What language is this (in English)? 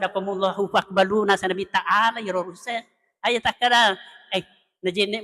Buginese